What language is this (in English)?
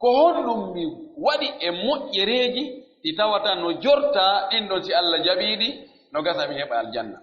Pular